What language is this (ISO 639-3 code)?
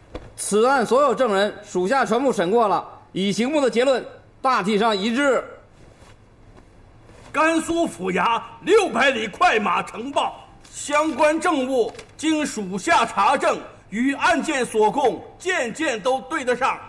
zho